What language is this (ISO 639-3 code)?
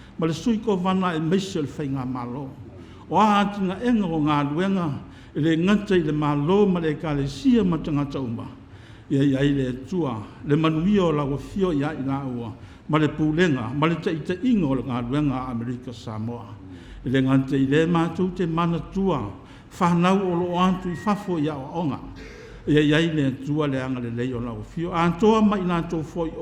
smo